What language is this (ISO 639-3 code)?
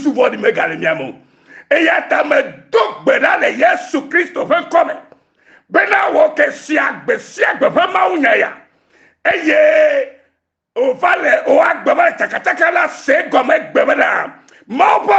ewe